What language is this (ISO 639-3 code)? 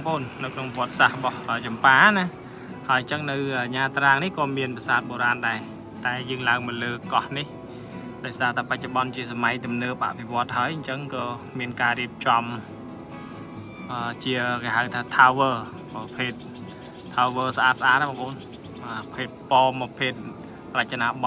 khm